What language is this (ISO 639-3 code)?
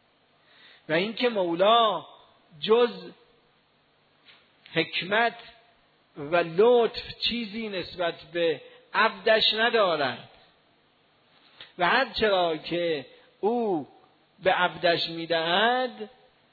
fas